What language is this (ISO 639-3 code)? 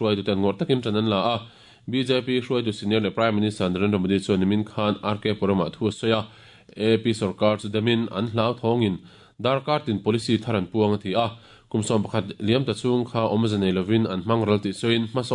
lus